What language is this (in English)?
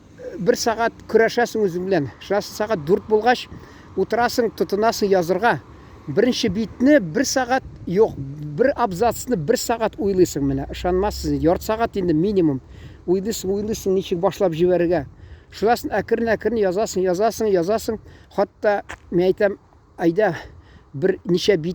Tatar